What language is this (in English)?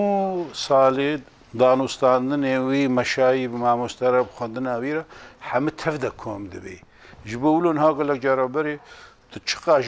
Kurdish